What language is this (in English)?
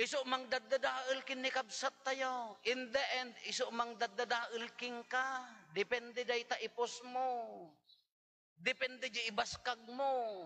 Iloko